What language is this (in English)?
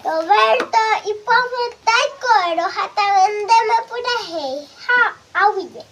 Guarani